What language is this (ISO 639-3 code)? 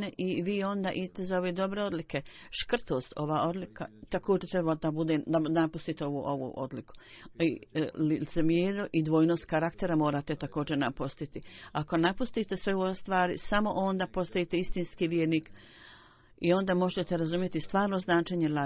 bos